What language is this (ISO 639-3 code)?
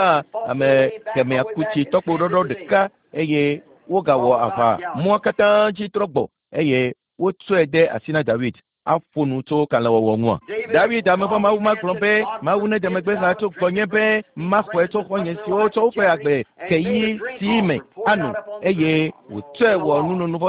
ewe